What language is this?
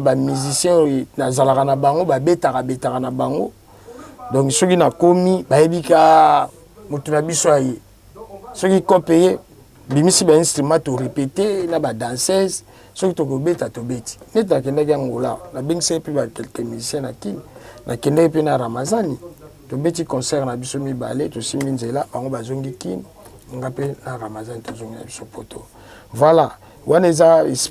Lingala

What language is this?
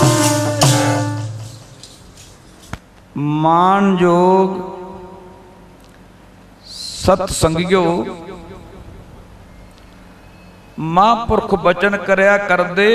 Punjabi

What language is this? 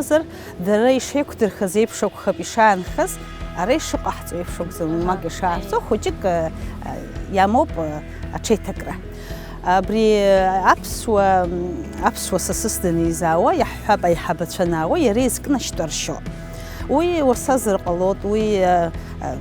Abkhazian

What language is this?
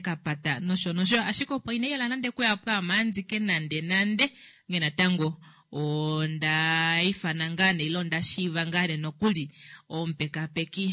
Kuanyama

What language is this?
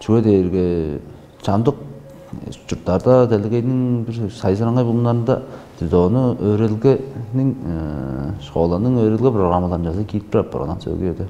Tuvinian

